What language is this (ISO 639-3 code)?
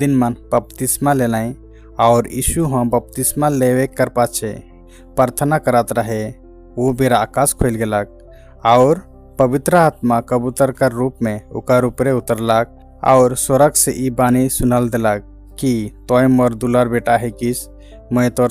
sck